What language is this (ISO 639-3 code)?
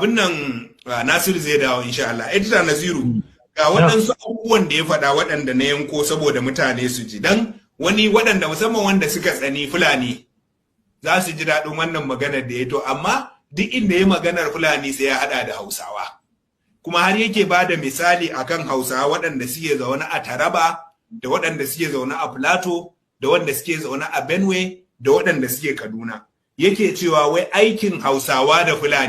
hau